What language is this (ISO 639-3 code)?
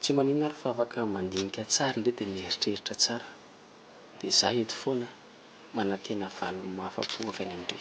mlg